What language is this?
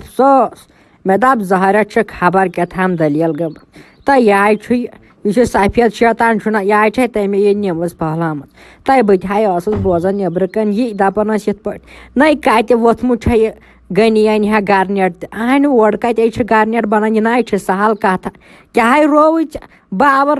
Kashmiri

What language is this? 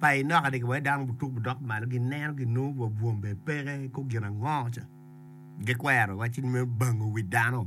Acoli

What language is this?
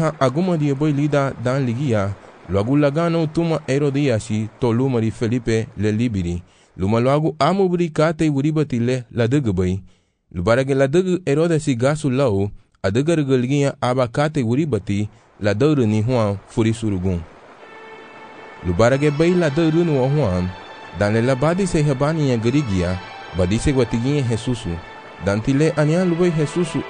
Garifuna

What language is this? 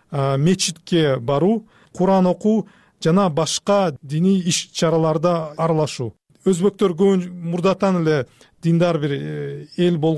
Kyrgyz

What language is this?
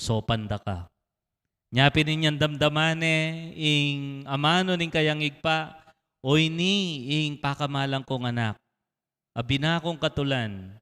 Pampanga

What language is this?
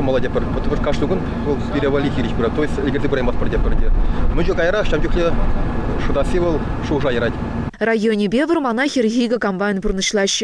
Chuvash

